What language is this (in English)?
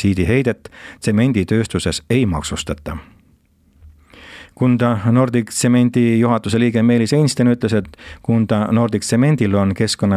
Estonian